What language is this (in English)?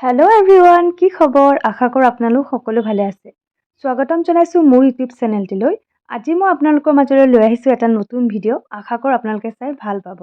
Assamese